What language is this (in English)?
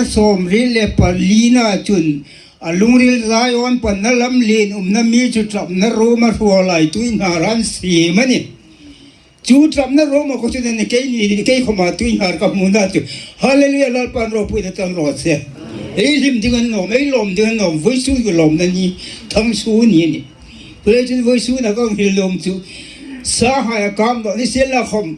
Hmar